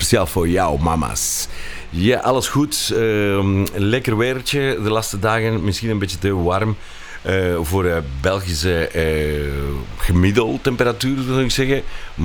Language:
Dutch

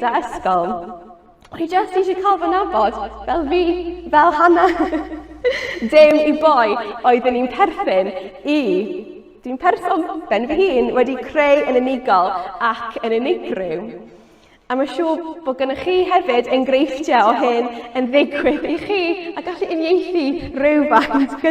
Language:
Welsh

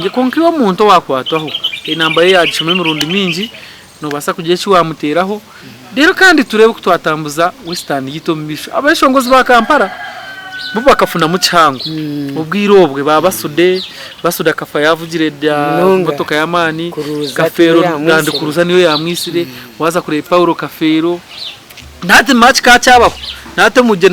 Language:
Nyankole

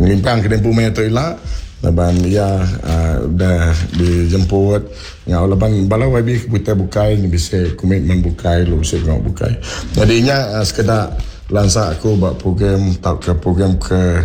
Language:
Iban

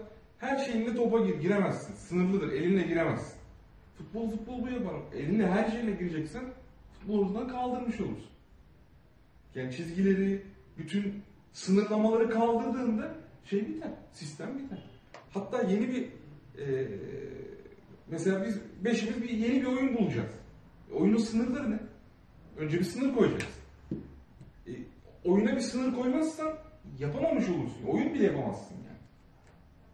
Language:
Turkish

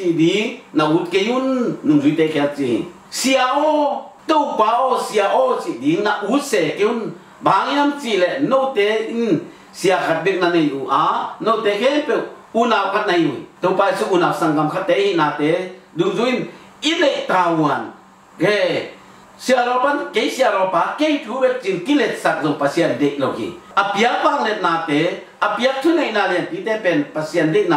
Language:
Tedim Chin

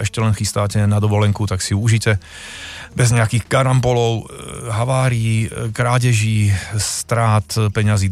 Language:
Slovak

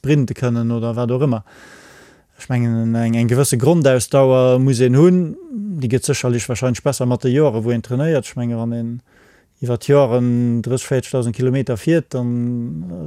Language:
Luxembourgish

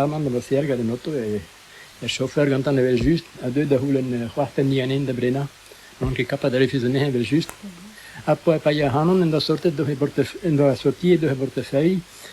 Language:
Breton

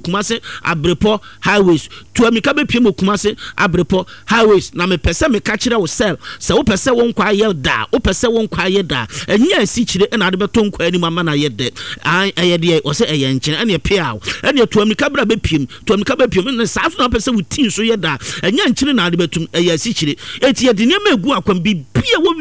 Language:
Akan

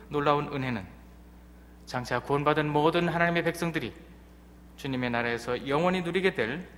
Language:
Korean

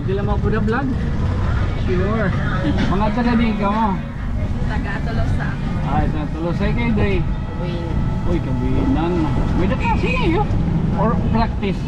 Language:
Waray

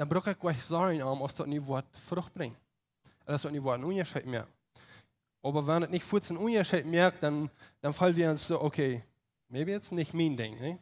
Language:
Plautdietsch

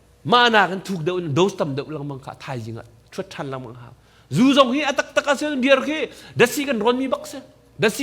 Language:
Hakha Chin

